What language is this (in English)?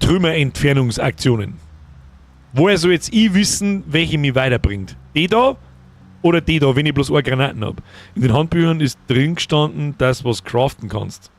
Bavarian